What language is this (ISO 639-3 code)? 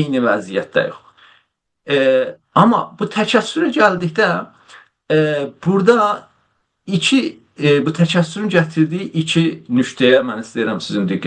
azb